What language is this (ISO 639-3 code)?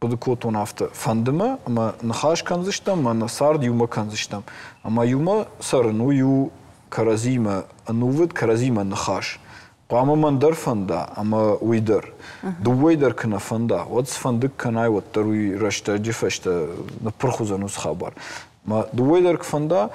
oss